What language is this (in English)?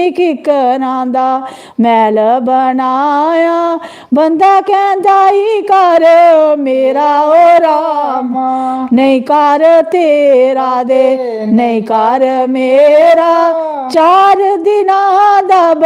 Dogri